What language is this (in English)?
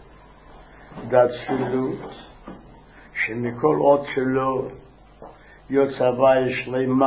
Hebrew